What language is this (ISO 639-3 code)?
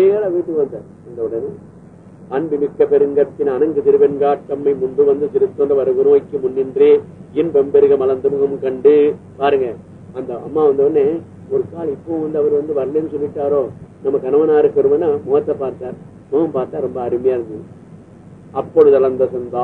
tam